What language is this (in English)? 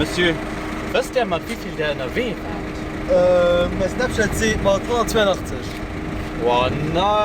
Luxembourgish